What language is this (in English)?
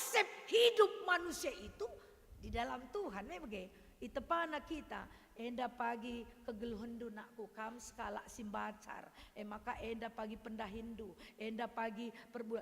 Batak Karo